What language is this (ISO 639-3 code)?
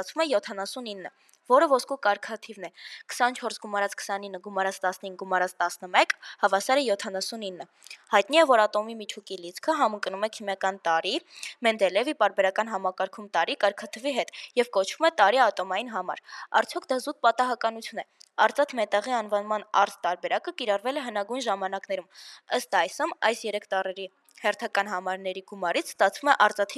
hye